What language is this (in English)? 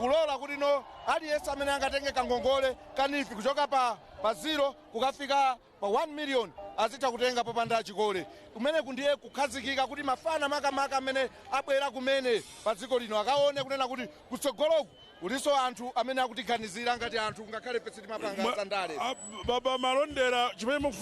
Nyanja